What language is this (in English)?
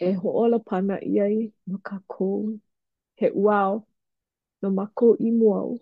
Hawaiian